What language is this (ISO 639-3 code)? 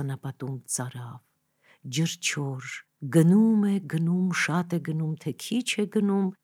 hye